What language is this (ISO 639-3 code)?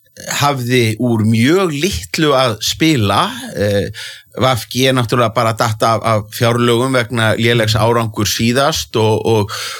isl